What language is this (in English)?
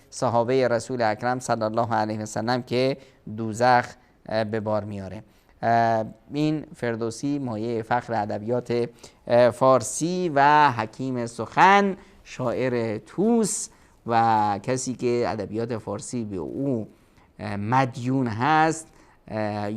Persian